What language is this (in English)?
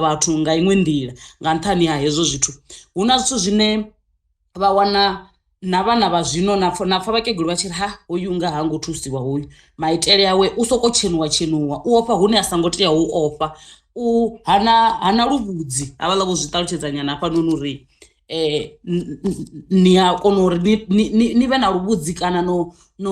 Venda